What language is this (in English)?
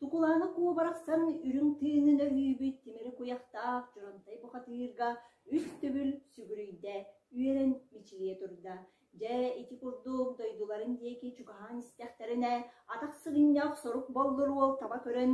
Yakut